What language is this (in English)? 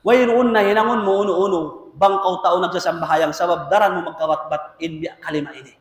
Tausug